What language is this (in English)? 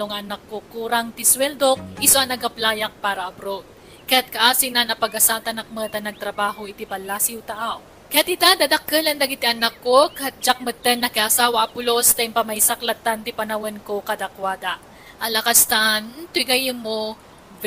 Iloko